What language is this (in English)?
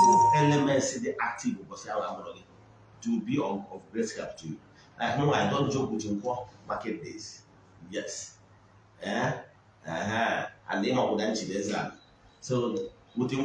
Igbo